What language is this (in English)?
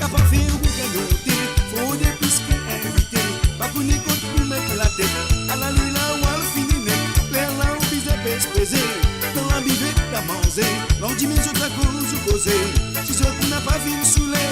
Morisyen